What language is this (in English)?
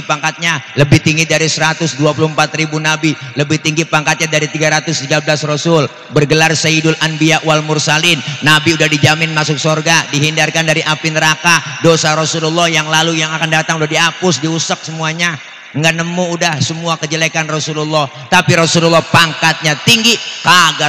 Betawi